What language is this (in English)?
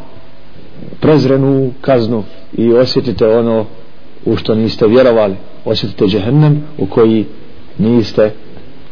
Bosnian